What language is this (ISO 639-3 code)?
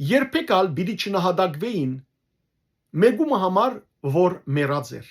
hyw